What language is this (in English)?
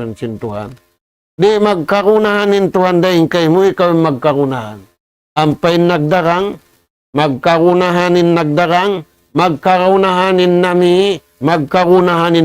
Tausug